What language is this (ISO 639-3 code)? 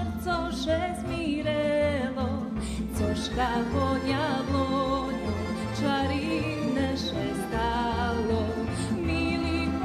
rue